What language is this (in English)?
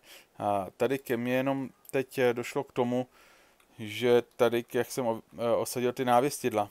Czech